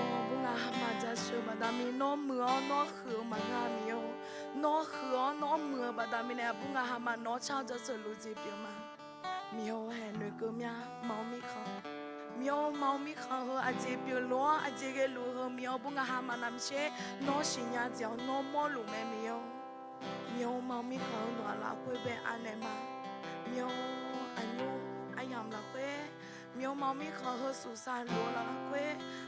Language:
Akha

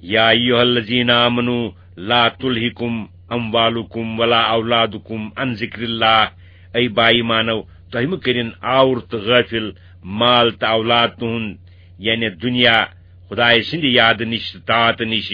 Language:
Kashmiri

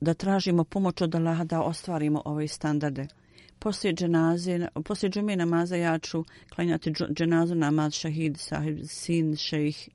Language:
Bosnian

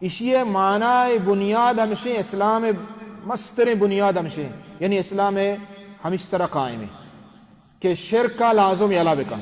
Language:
Baluchi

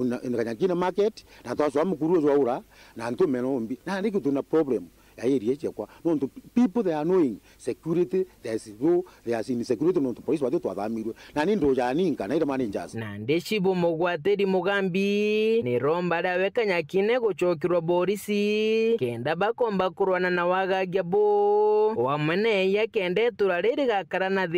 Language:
Meru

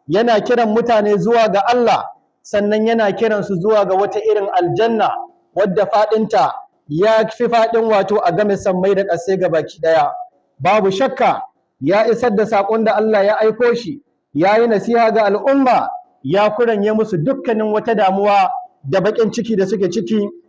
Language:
Hausa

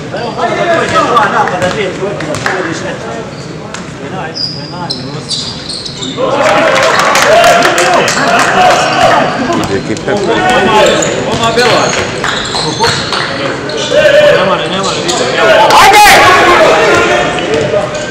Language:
Croatian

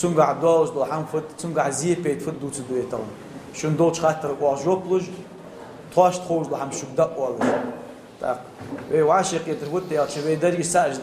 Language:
Ingush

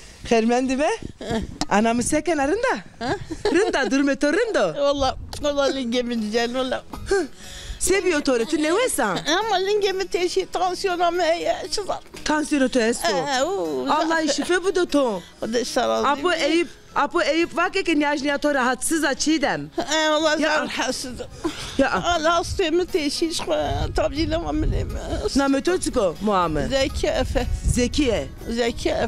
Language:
Zaza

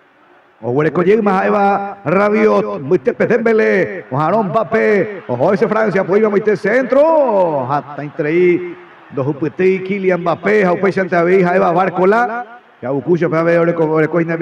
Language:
Guarani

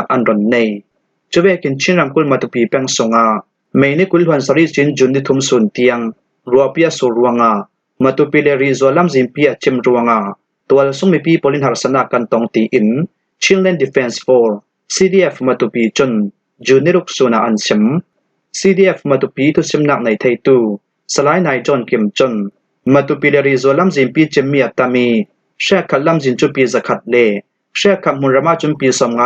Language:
Falam Chin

